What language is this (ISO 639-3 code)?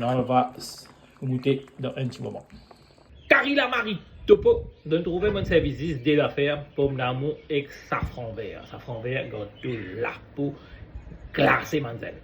mfe